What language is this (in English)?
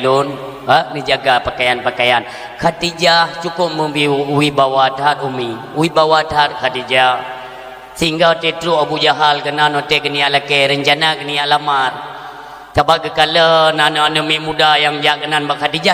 Achinese